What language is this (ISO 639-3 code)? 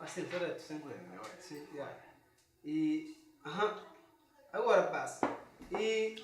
kea